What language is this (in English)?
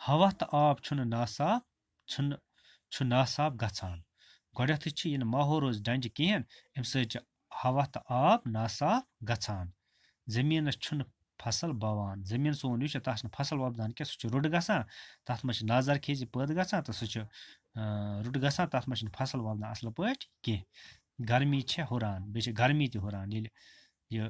Kashmiri